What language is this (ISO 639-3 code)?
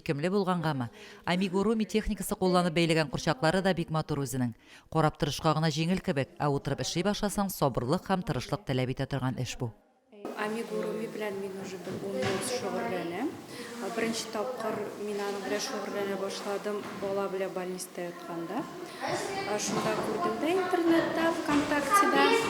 tat